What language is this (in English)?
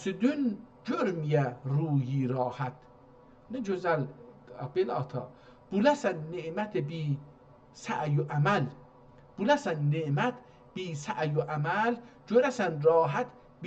South Azerbaijani